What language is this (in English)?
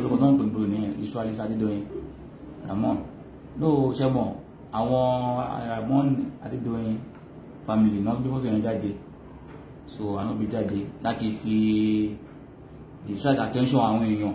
Yoruba